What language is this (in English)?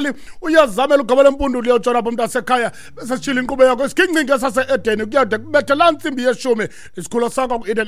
Xhosa